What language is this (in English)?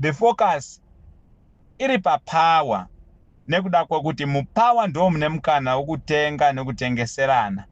Shona